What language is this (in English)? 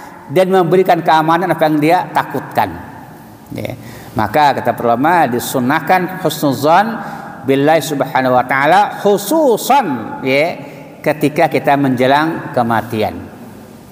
Indonesian